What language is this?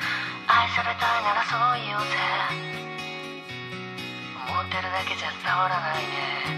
Japanese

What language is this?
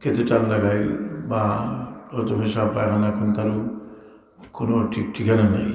Sylheti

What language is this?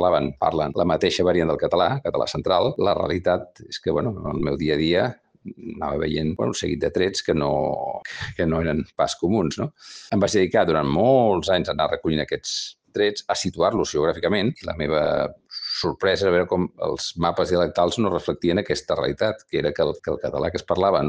Catalan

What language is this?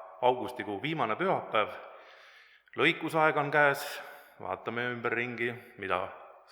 Estonian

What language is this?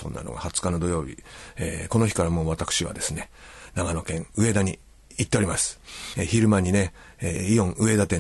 Japanese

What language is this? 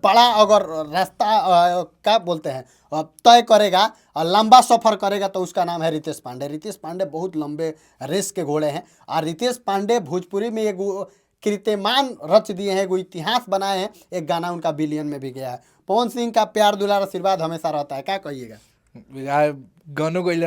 Bhojpuri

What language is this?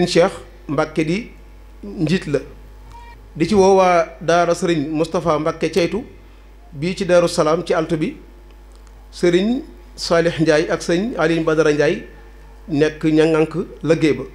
Wolof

